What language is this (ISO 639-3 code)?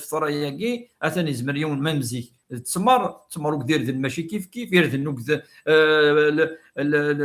kab